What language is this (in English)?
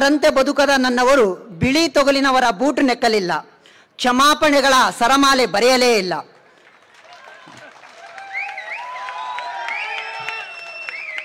Kannada